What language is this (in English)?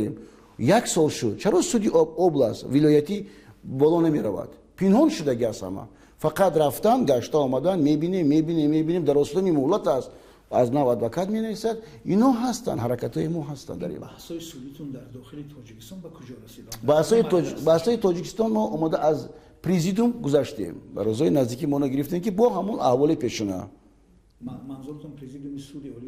Tajik